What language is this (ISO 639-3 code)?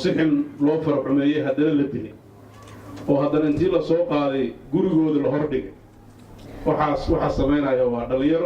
som